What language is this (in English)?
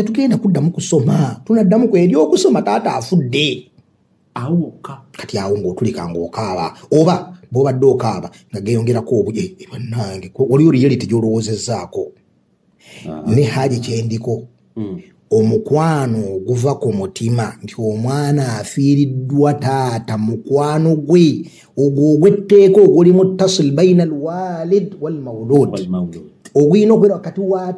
Ganda